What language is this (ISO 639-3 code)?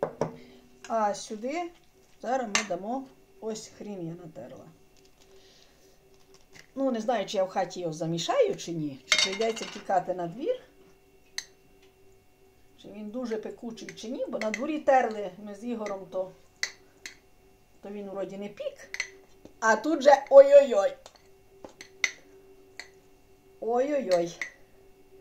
ukr